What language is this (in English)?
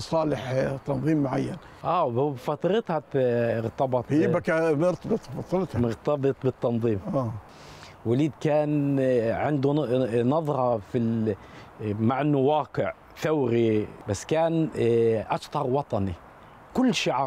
North Levantine Arabic